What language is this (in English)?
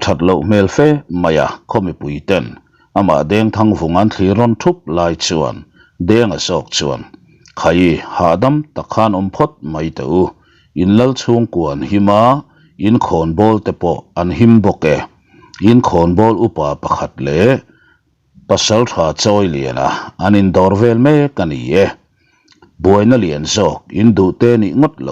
Mizo